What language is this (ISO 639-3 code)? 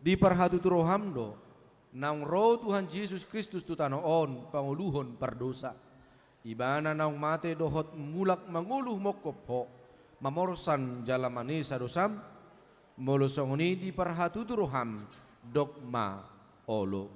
bbc